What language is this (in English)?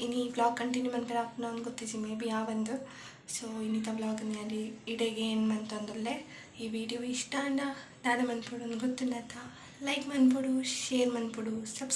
Tulu